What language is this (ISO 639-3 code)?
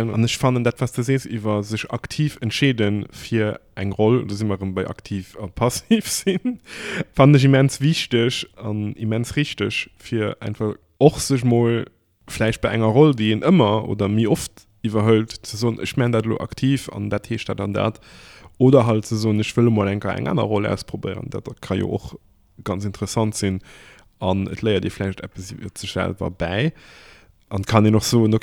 ltz